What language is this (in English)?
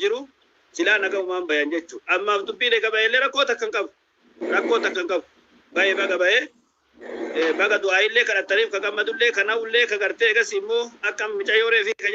Oromo